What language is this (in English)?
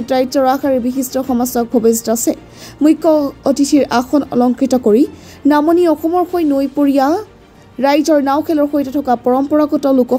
Assamese